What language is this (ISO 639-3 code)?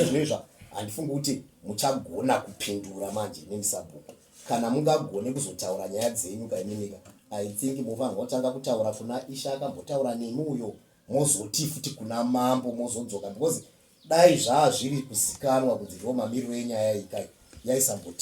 sna